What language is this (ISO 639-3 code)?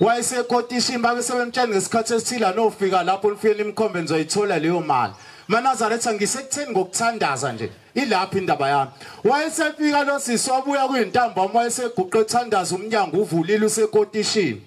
zul